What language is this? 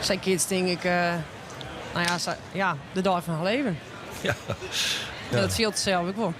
Western Frisian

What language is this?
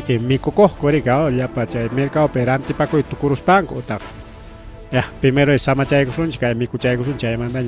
Ayacucho Quechua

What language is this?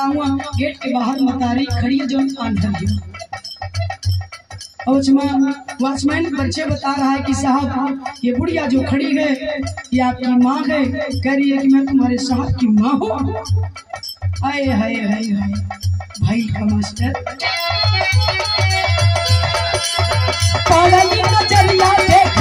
Bhojpuri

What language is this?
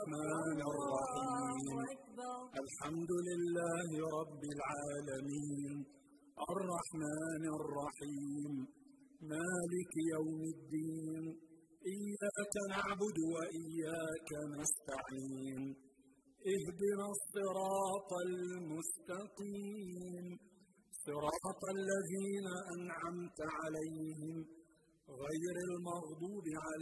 Arabic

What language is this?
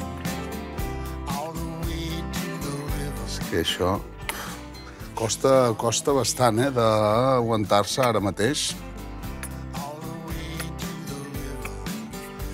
Catalan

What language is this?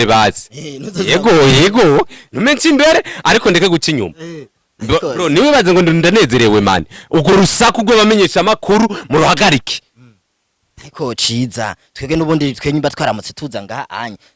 Rundi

